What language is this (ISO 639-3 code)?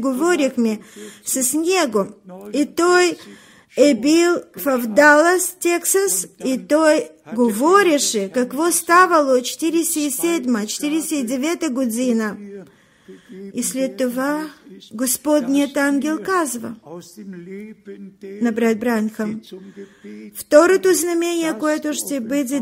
bul